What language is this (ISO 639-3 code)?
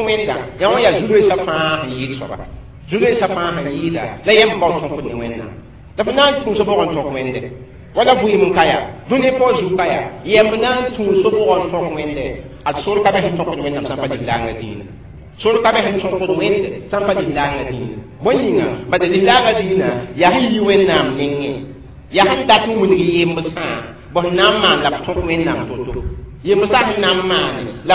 mos